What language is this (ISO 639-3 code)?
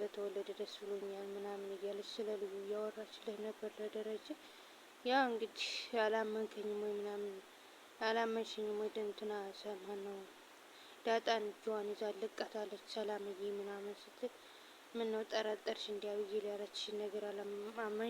amh